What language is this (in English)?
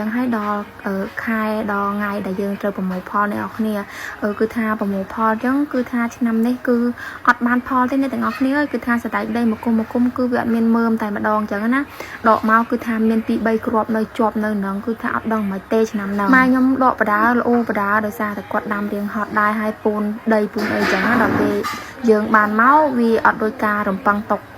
Khmer